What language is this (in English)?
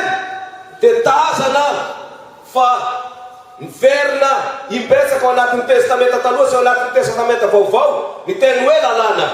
Malagasy